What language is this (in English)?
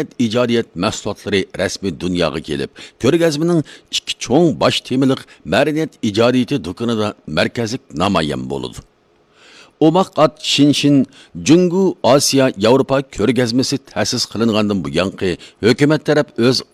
Uyghur